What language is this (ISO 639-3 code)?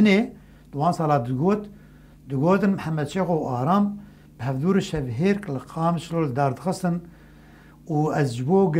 kur